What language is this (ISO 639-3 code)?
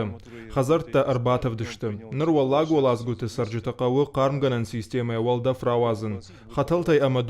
oss